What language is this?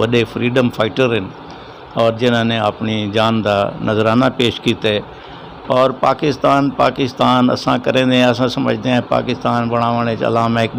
Saraiki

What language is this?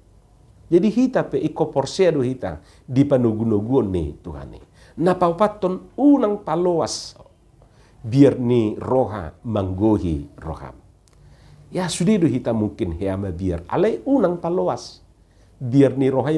Batak Toba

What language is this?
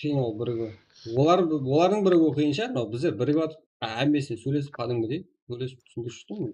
Kara-Kalpak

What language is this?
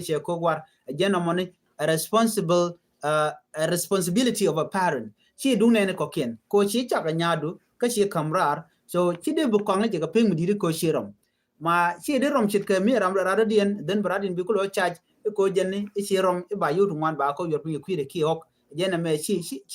Nuer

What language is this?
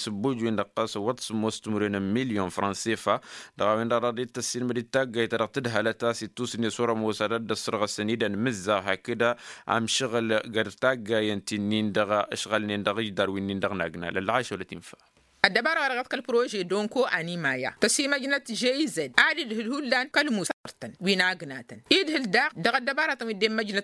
Tamasheq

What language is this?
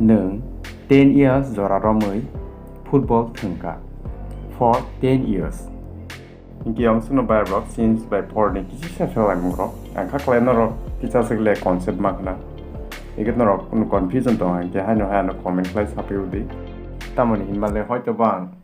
Kok Borok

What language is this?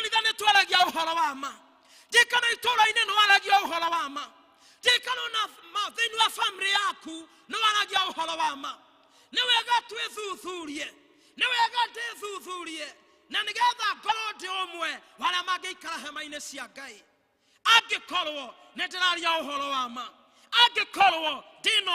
Kikuyu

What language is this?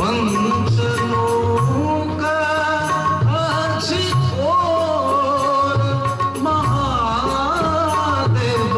Maithili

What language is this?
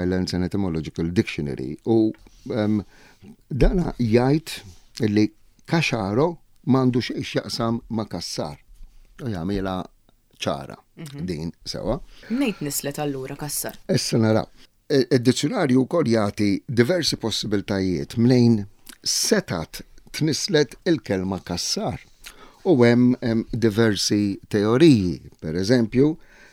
Maltese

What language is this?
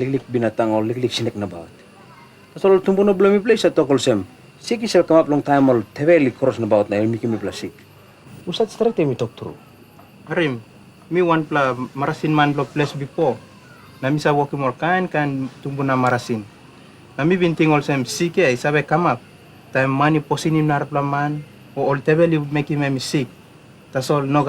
Tok Pisin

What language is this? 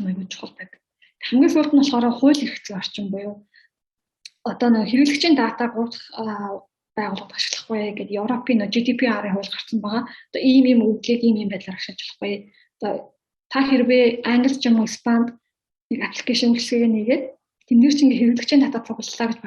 Mongolian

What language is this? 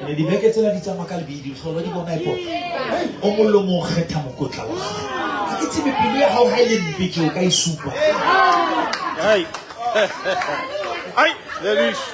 Southern Sotho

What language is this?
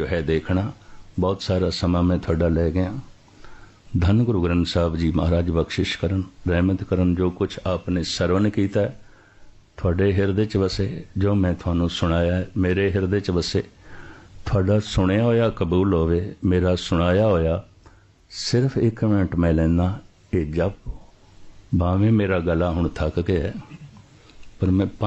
Punjabi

